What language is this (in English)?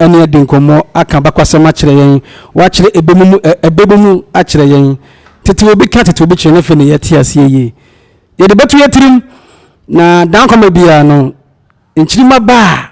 Akan